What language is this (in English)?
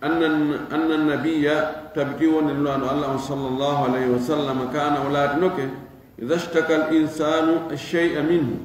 Fula